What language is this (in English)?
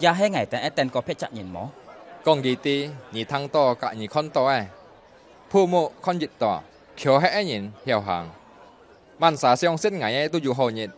Hakka Chinese